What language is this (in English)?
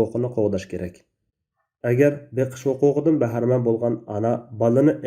Uyghur